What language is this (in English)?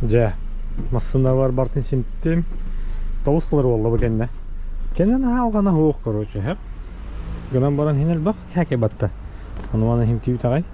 Yakut